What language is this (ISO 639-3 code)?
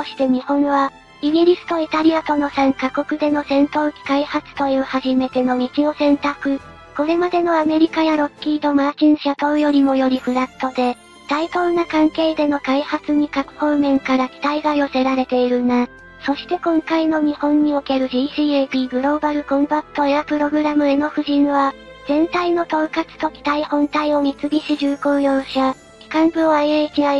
jpn